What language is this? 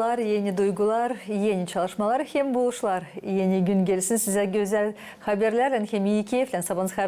Gagauz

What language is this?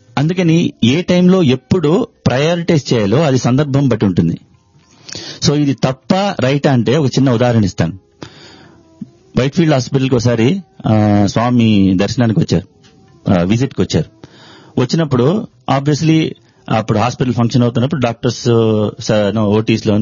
Telugu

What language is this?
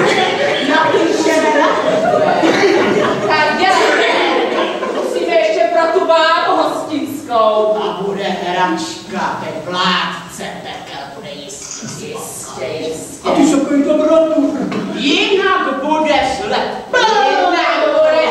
Czech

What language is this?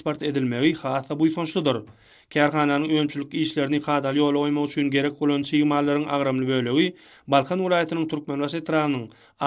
Turkmen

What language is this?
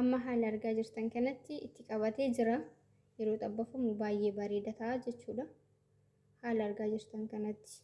Oromo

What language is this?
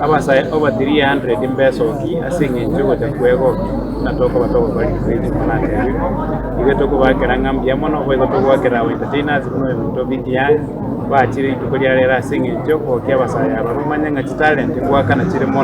Gusii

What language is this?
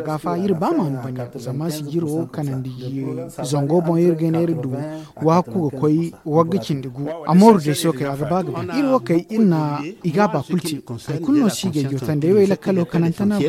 Zarma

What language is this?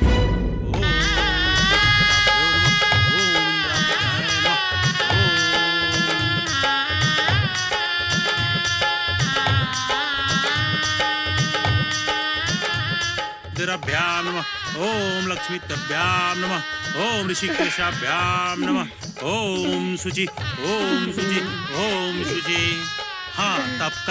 Bhojpuri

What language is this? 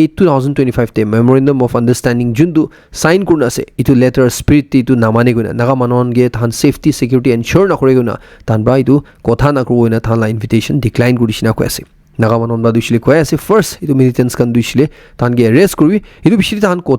Naga Pidgin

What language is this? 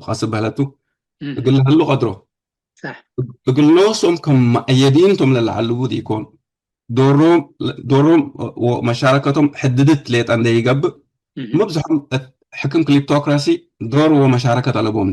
Tigre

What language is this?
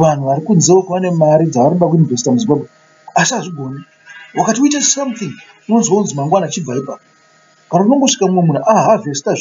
Shona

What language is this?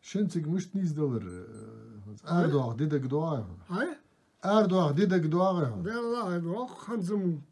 Ingush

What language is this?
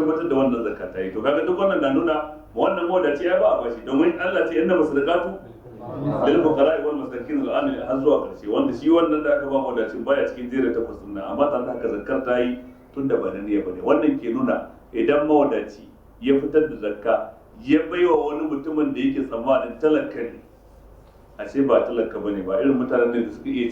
Hausa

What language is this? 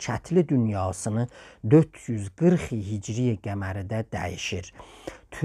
South Azerbaijani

